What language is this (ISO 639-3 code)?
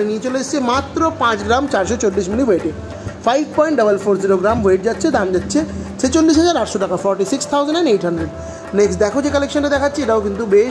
ben